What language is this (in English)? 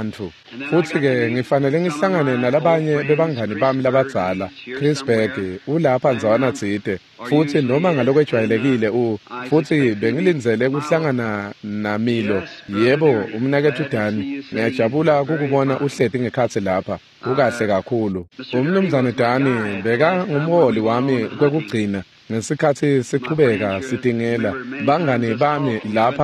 Swati